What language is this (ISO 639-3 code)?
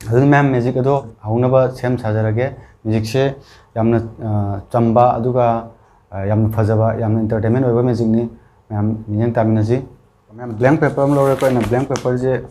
mni